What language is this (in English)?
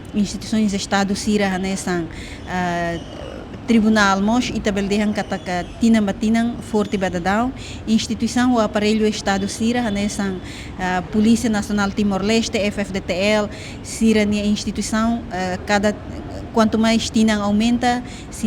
Tetum